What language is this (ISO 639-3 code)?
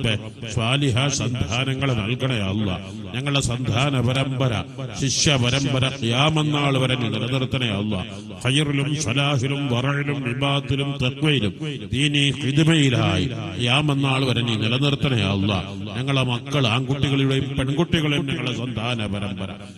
mal